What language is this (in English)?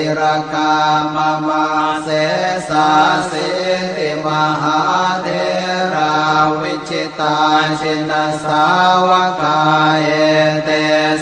Pali